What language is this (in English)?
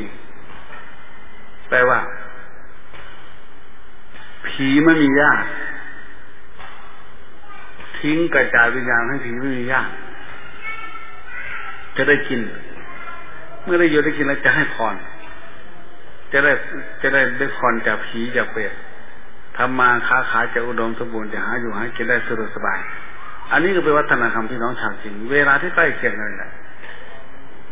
Thai